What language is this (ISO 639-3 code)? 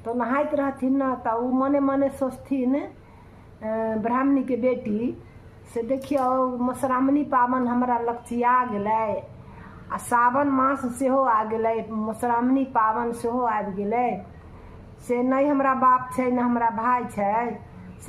mai